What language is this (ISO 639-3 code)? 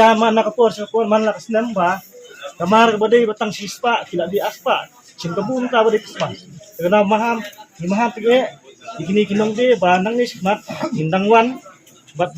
kha